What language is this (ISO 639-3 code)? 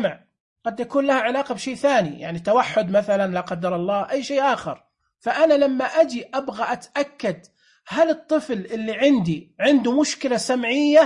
ars